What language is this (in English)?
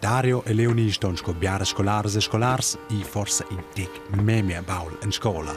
Romansh